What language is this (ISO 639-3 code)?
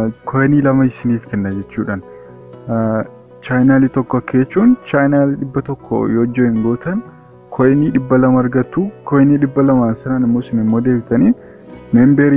orm